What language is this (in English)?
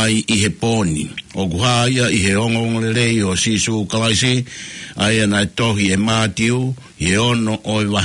Tongan